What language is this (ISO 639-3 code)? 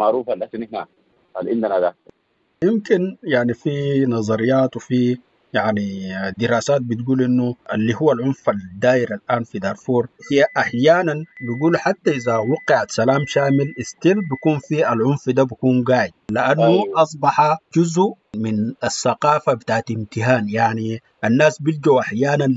apd